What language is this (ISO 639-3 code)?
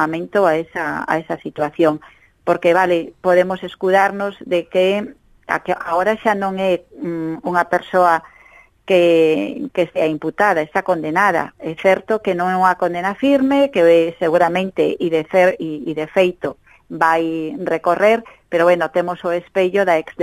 glg